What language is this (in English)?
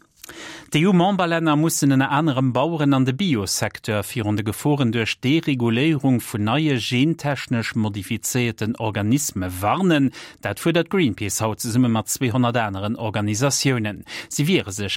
Luxembourgish